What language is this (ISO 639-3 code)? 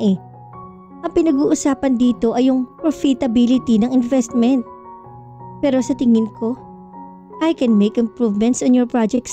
fil